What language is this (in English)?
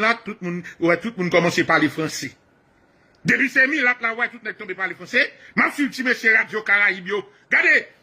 Haitian Creole